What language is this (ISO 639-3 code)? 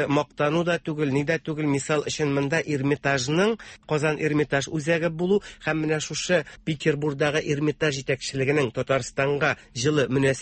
tat